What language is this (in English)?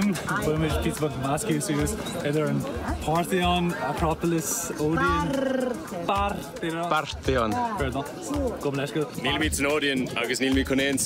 Irish